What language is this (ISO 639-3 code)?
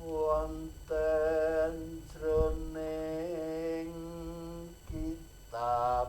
jav